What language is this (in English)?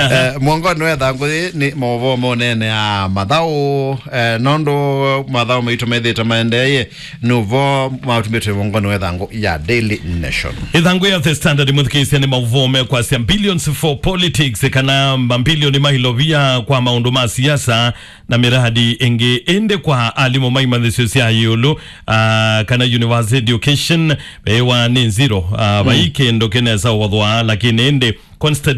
Kamba